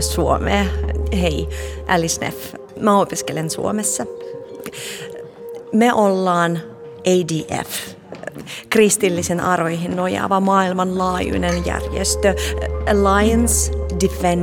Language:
Finnish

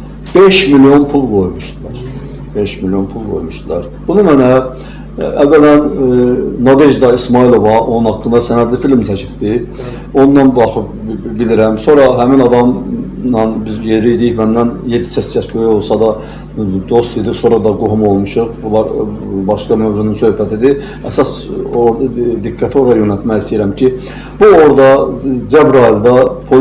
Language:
Azerbaijani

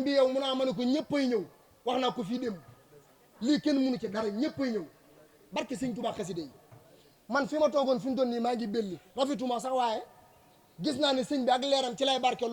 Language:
Wolof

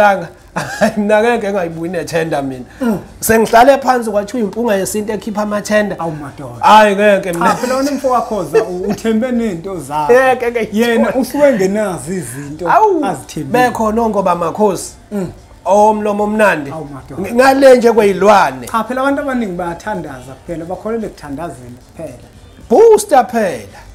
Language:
Zulu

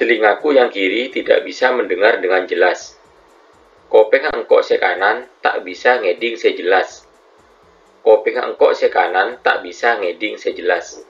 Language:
Madurese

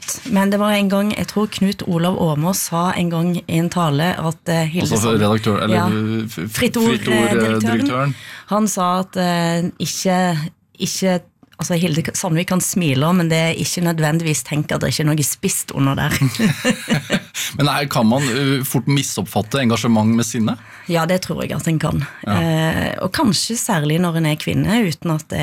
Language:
Norwegian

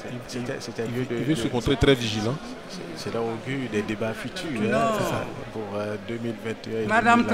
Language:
French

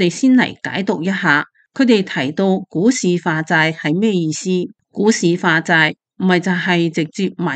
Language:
Cantonese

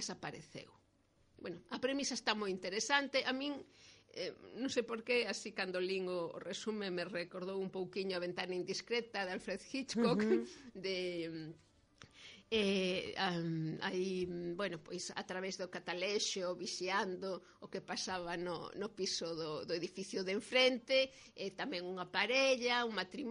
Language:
Galician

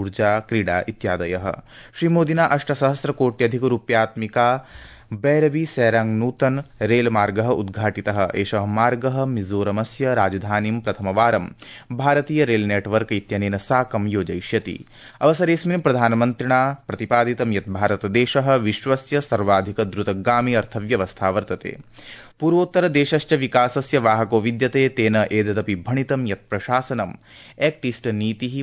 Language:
Sanskrit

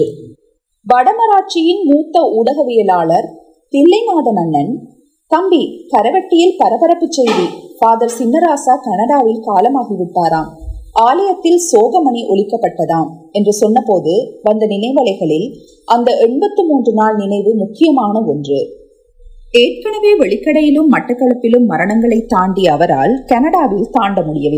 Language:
Tamil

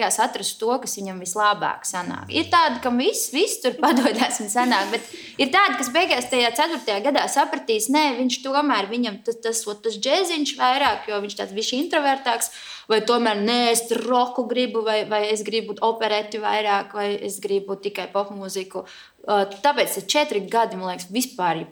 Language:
Latvian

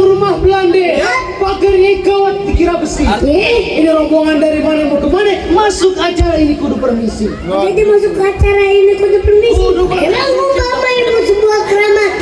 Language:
Betawi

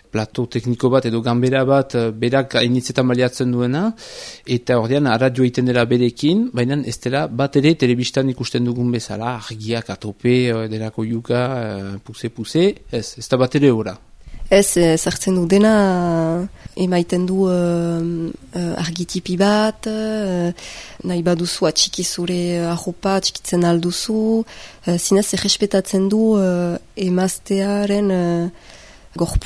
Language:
Basque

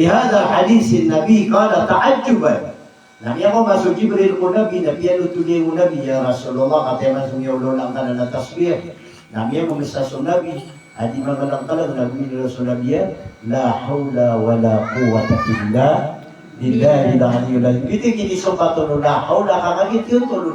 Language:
Maranao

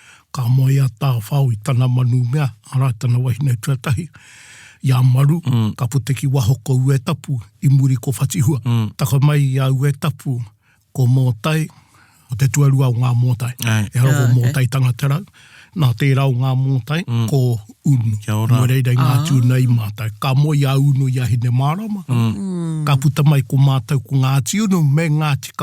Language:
Māori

